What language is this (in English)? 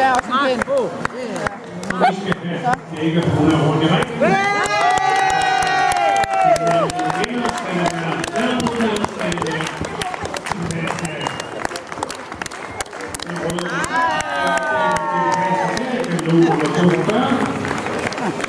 Danish